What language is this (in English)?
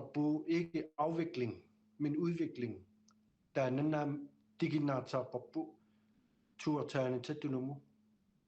Kalaallisut